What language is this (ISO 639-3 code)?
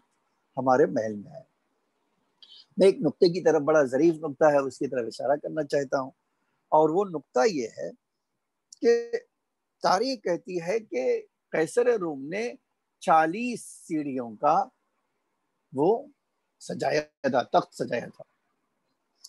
urd